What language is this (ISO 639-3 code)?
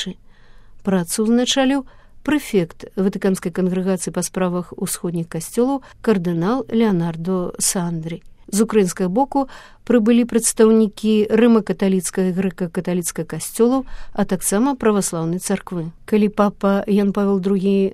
bel